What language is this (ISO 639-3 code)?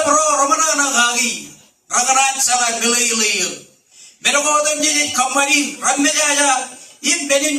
mah